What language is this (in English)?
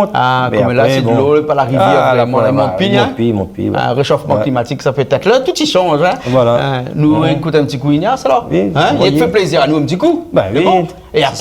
Réunion Creole French